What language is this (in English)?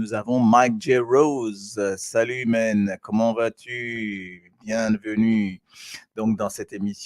Morisyen